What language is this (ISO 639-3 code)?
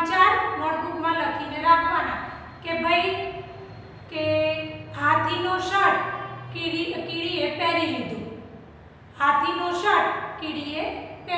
guj